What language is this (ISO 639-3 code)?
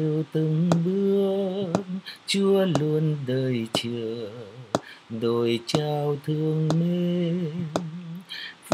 vie